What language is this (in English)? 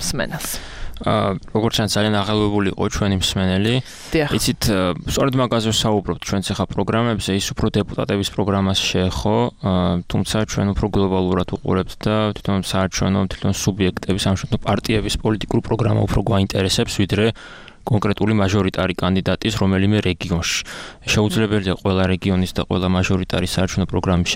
Georgian